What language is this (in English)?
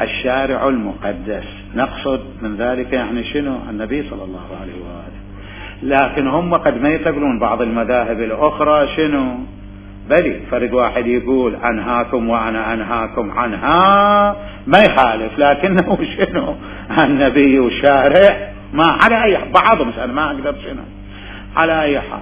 Mesopotamian Arabic